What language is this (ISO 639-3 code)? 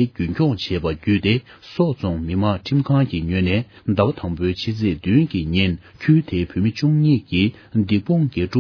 bod